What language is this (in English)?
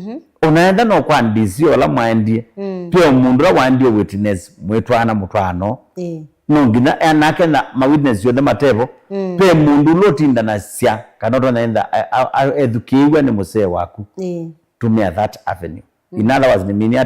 Kamba